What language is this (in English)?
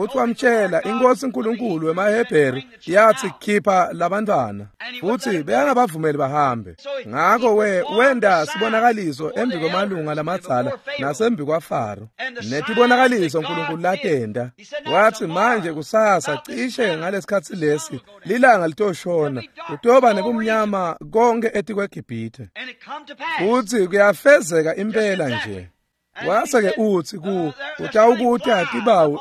Swati